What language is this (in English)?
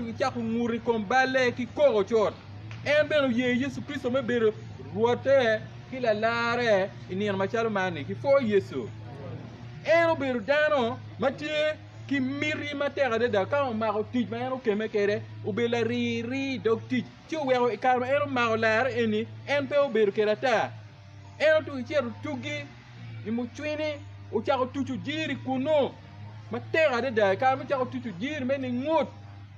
Acoli